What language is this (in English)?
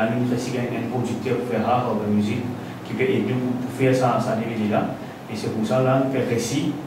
Morisyen